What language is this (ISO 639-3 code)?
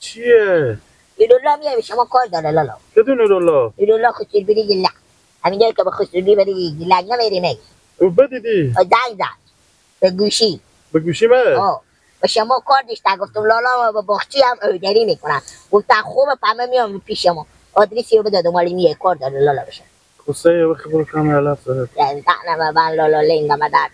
fas